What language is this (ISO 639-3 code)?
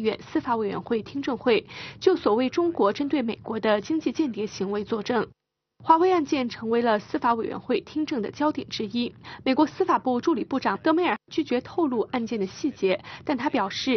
zho